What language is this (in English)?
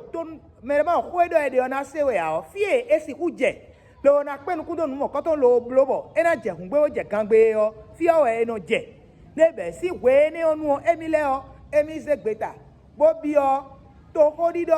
Fon